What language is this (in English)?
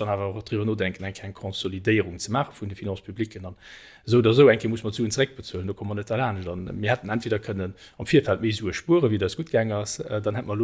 Luxembourgish